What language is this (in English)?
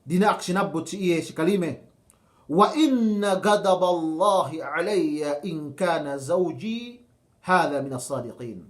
Yakan